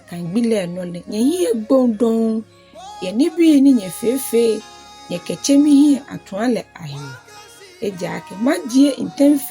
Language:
Ga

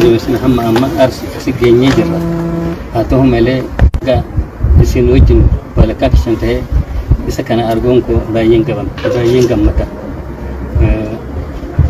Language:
Oromo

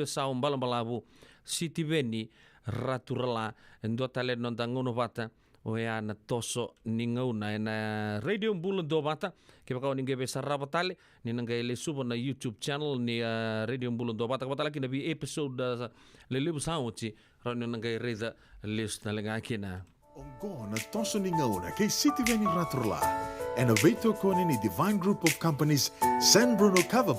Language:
Fijian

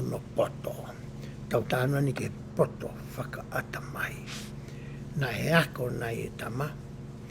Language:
Tongan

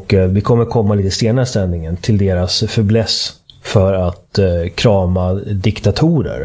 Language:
Swedish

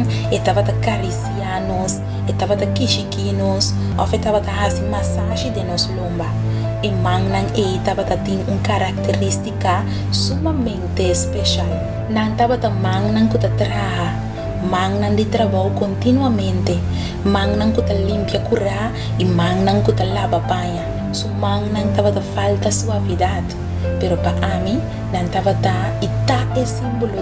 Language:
Papiamento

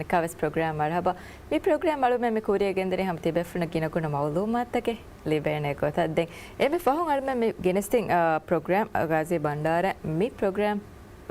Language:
Divehi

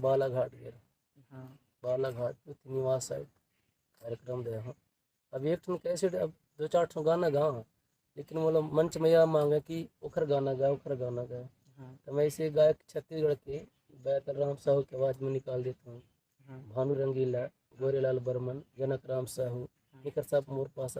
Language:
Chhattisgarhi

